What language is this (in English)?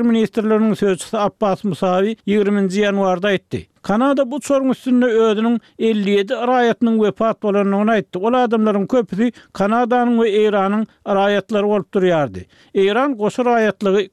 Turkmen